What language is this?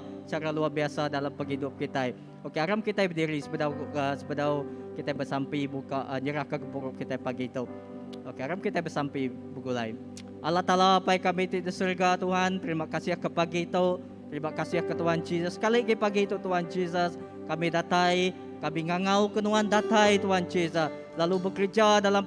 Iban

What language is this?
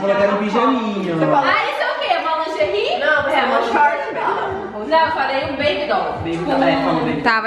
Portuguese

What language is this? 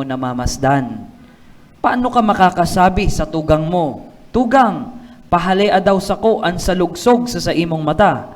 Bikol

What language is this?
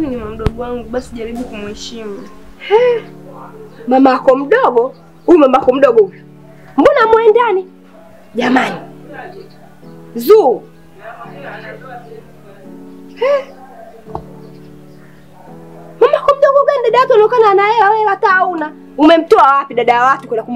Swahili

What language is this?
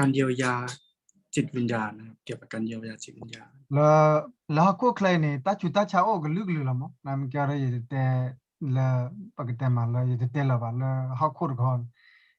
S'gaw Karen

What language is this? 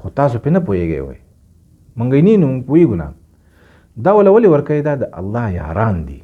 Pashto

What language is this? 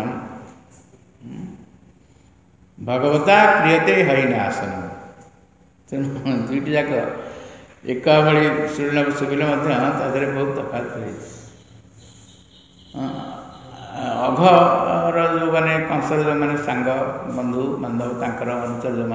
Odia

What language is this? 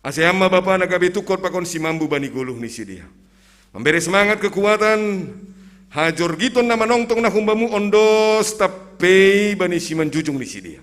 Batak Simalungun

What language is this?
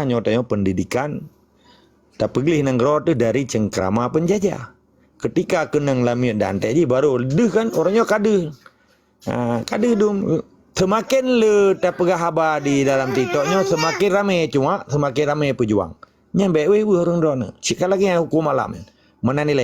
Achinese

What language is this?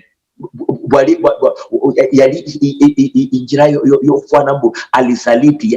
Luyia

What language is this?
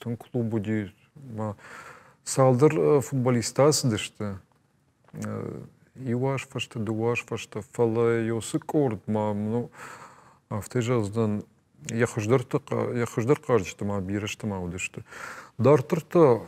Ossetic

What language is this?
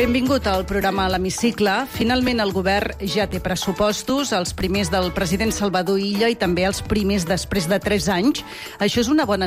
Catalan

